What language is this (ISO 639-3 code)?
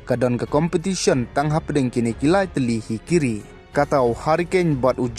kha